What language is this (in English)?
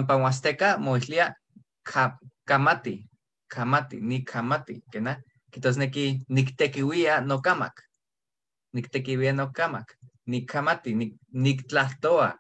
Eastern Huasteca Nahuatl